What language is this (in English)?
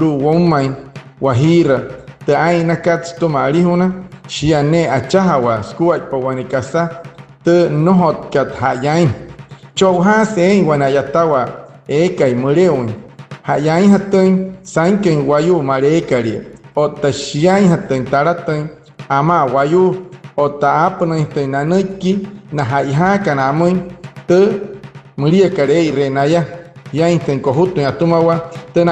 Wayuu